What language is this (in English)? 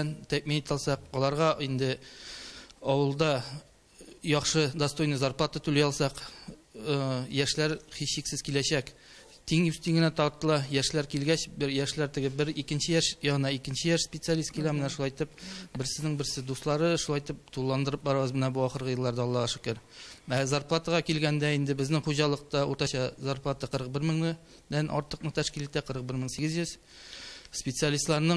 Tatar